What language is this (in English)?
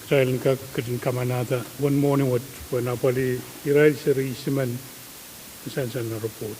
Pohnpeian